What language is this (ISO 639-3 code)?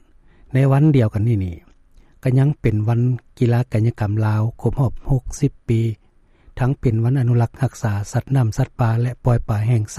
lao